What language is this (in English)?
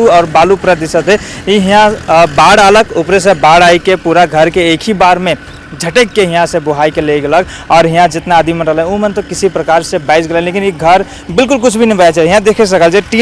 Sadri